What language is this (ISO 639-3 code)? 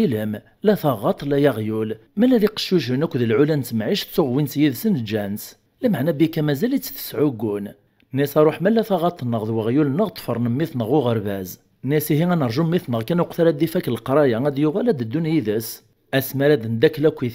kab